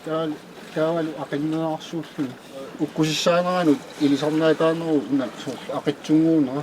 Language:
Kalaallisut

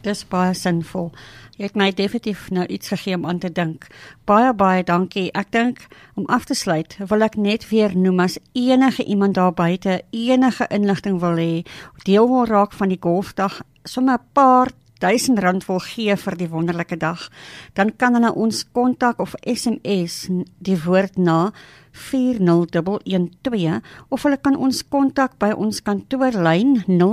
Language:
Afrikaans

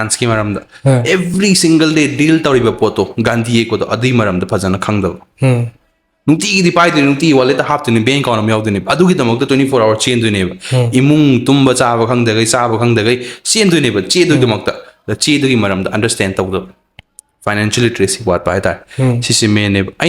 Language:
Manipuri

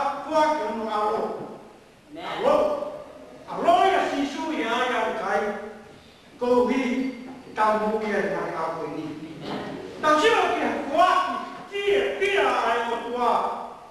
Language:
Tongan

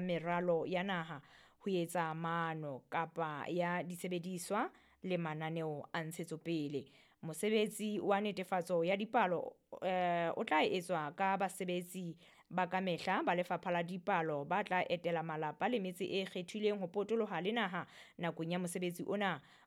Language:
Southern Sotho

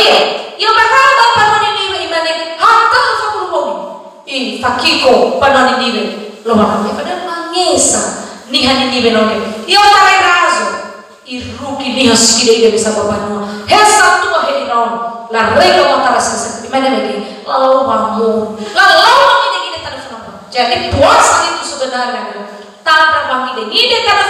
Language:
Nias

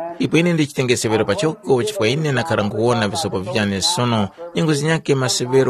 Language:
Tumbuka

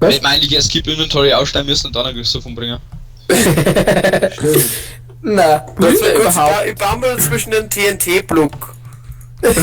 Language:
Bavarian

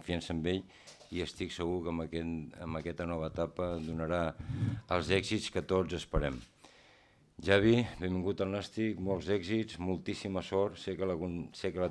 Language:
Catalan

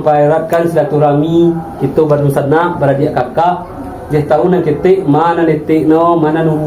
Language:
Minangkabau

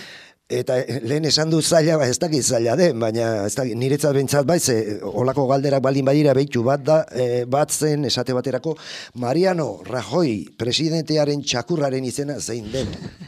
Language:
Basque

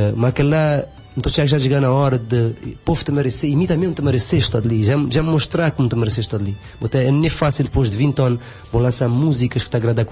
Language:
Kabuverdianu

